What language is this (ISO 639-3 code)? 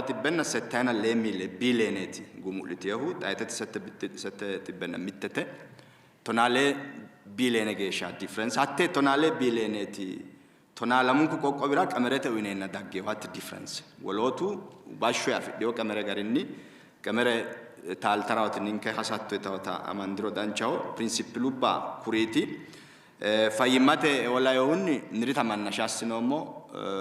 sid